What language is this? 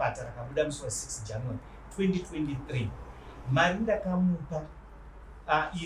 Shona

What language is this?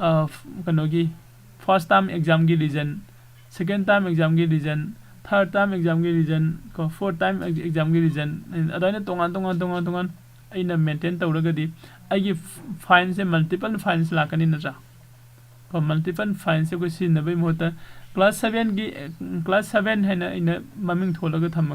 Manipuri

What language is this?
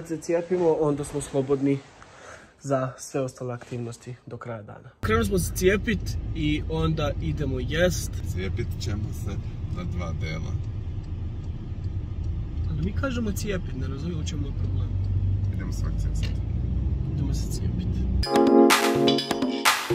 Croatian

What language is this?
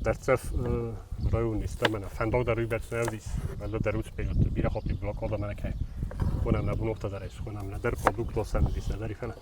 Ossetic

